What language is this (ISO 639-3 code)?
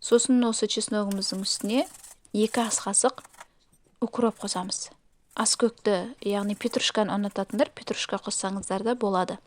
kaz